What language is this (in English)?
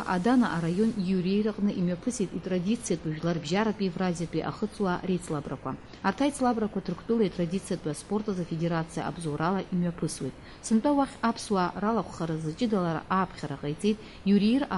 Abkhazian